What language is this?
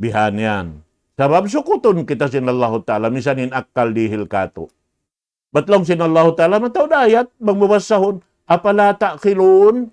Tausug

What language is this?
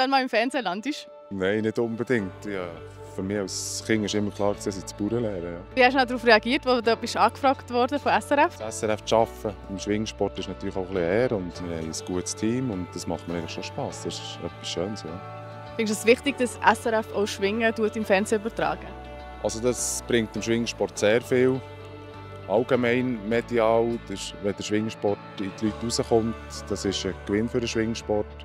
Swiss German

